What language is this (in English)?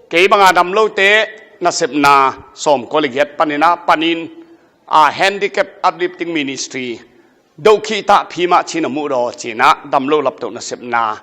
Tedim Chin